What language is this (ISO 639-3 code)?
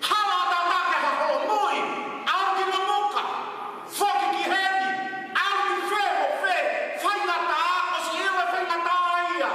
ton